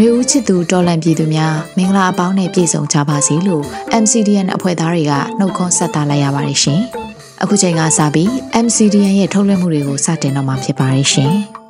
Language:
Burmese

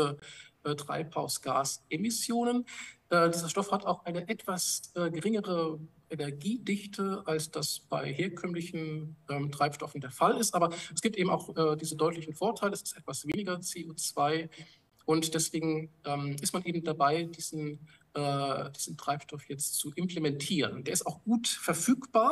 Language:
German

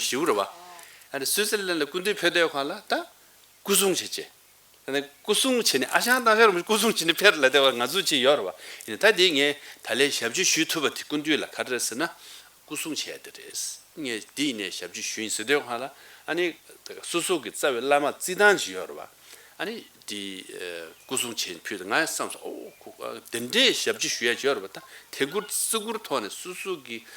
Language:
Tibetan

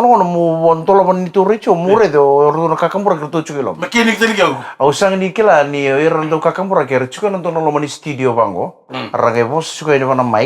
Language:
Fijian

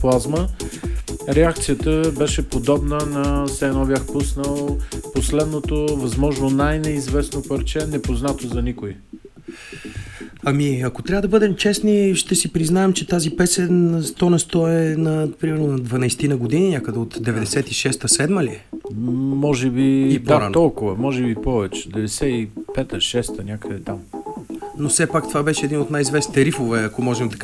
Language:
Bulgarian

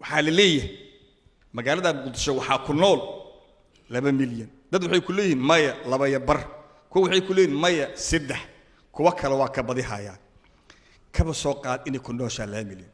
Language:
Somali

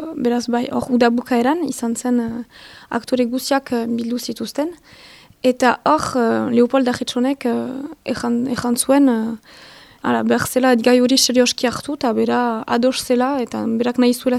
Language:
Basque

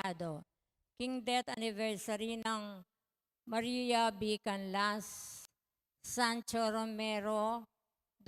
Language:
Pampanga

